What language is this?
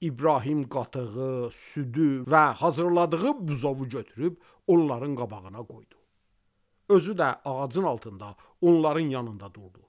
Azerbaijani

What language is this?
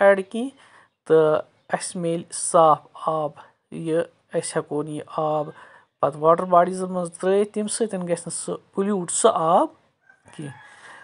Kashmiri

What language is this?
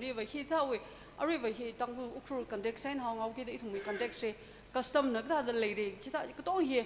Tangkhul Naga (India)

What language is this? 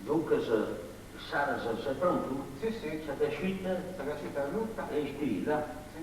Sardinian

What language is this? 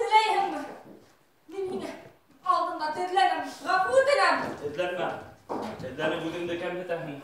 Bashkir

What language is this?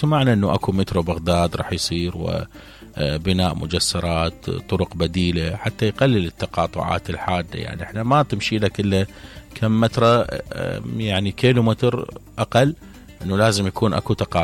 Mesopotamian Arabic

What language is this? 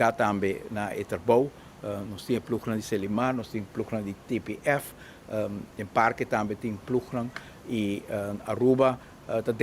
Papiamento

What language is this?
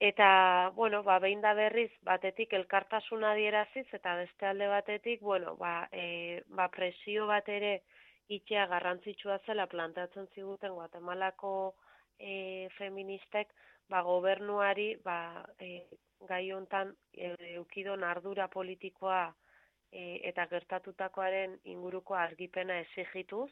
Basque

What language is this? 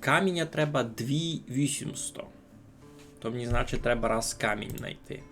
Rusyn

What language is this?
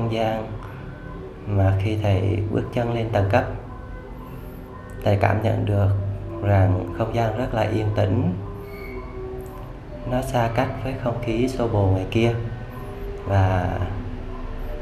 Vietnamese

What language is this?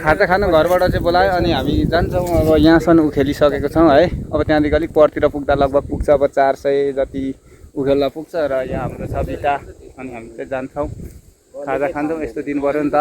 Nepali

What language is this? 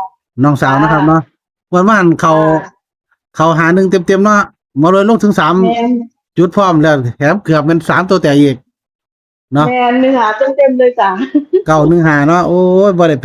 Northeastern Thai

